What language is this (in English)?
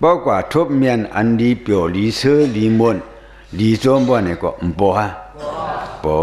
Shan